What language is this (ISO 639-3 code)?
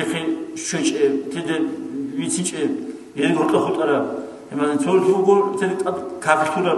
ava